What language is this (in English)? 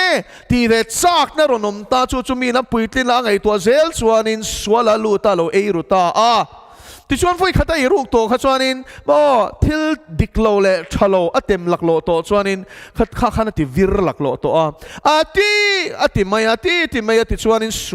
Mizo